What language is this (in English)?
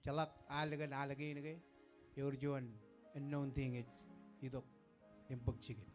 Marshallese